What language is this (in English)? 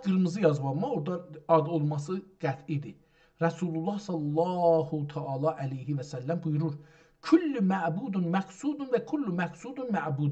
South Azerbaijani